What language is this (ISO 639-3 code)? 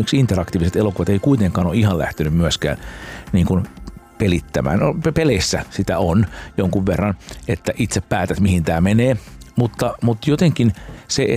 fin